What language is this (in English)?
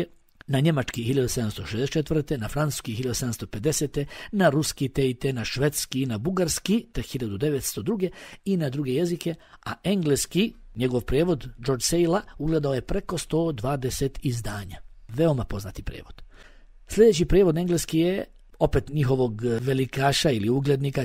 Bosnian